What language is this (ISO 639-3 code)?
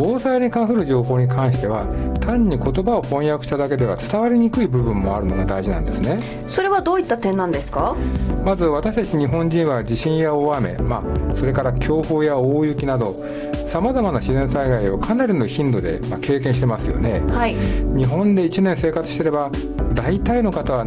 jpn